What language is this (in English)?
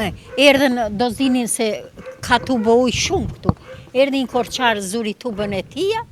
Albanian